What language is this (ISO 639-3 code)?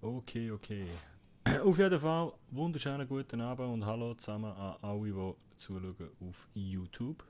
gsw